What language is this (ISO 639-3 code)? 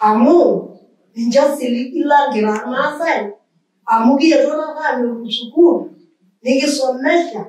mas